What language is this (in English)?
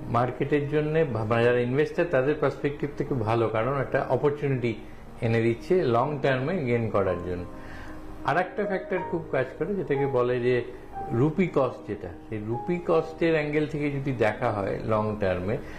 Bangla